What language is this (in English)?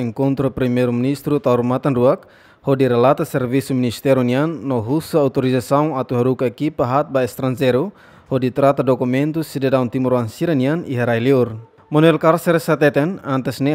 Tetum